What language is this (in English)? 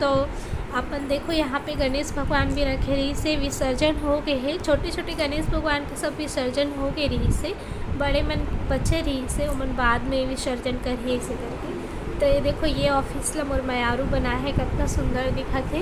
Chhattisgarhi